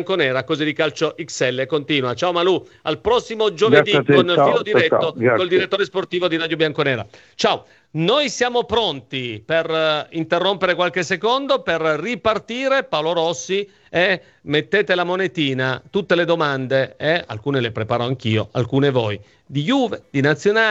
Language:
Italian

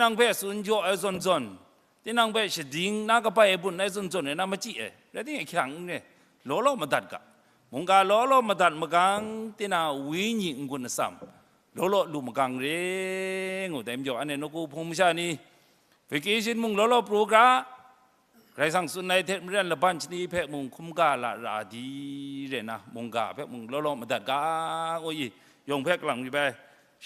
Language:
Kachin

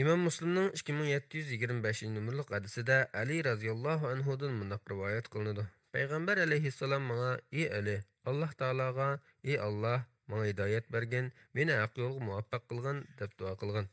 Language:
Uyghur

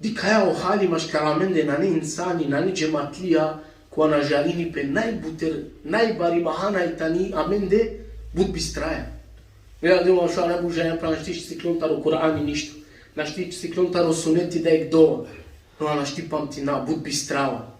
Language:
Balkan Romani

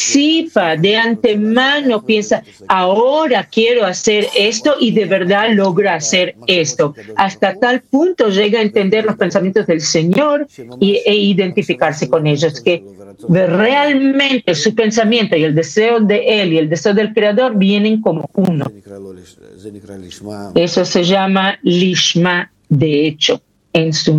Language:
Spanish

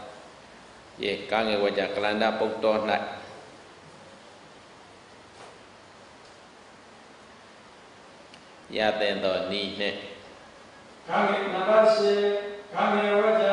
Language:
Burmese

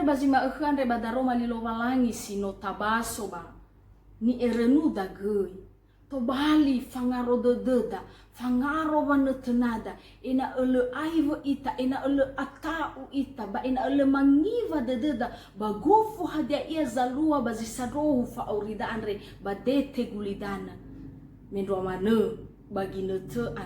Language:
Nias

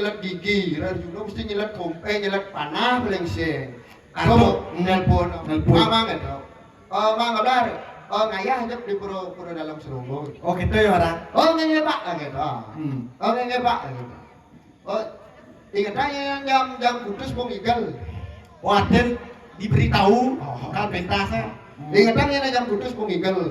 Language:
Balinese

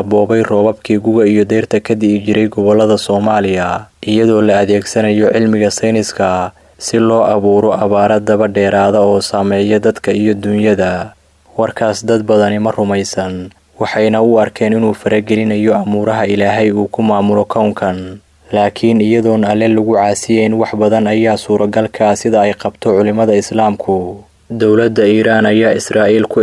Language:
Somali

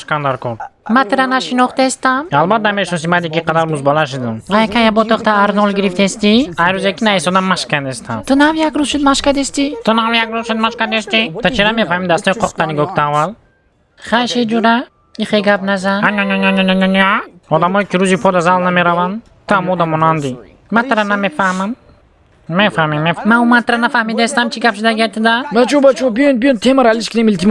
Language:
Tajik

